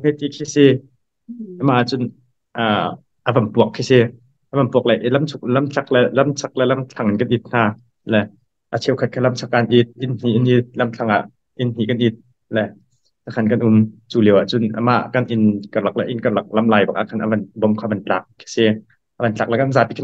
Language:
Hakha Chin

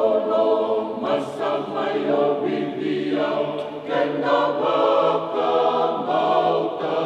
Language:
Fijian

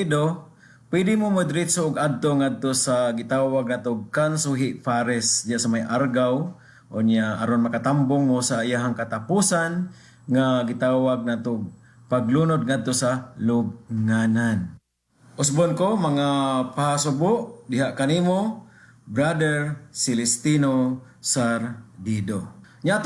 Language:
Cebuano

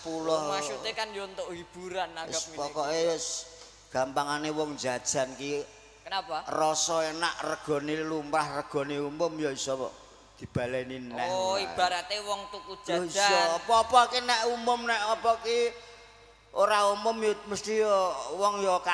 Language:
Javanese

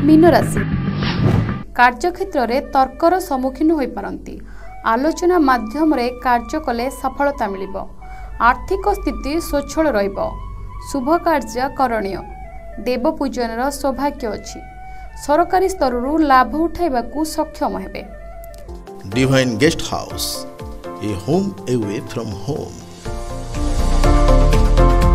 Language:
Odia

